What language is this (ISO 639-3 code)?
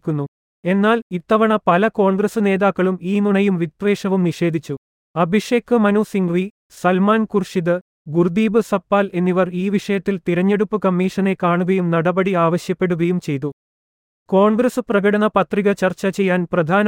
mal